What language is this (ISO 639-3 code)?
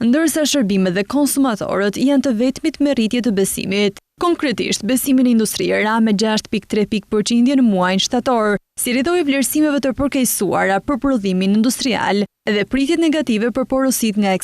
sqi